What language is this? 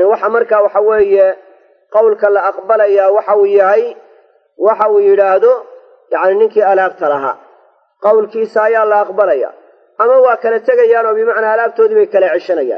Somali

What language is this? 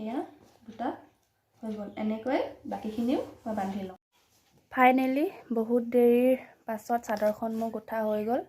Assamese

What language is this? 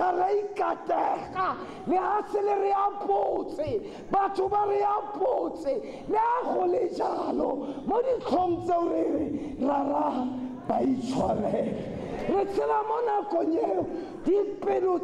Tswana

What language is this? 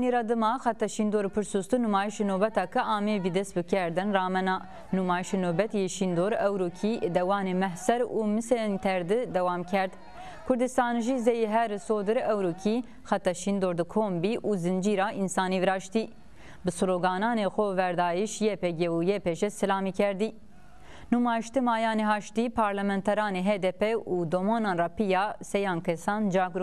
Zaza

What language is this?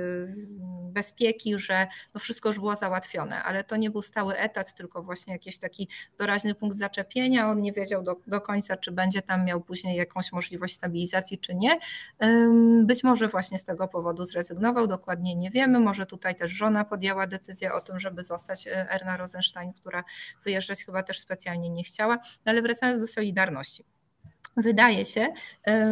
Polish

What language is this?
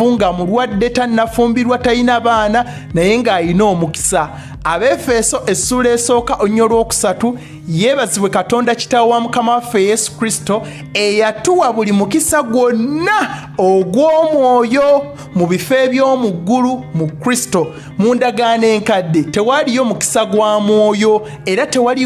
Ganda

